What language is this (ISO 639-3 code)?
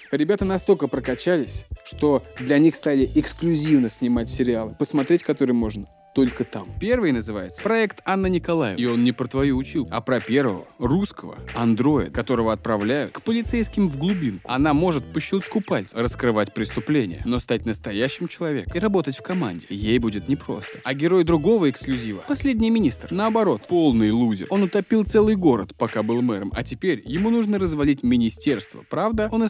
rus